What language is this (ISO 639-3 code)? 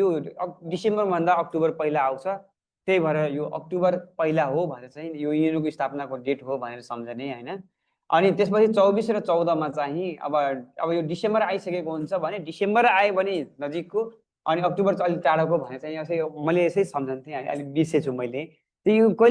nep